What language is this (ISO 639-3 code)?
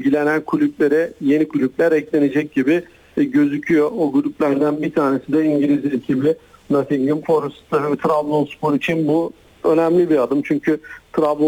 tur